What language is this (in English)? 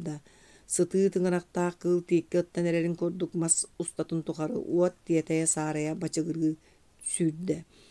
Yakut